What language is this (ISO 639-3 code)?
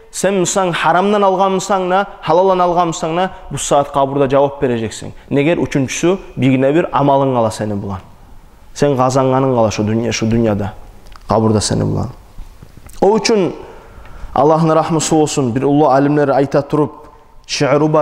kum